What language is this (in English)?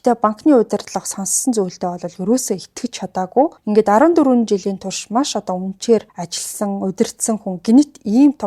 Mongolian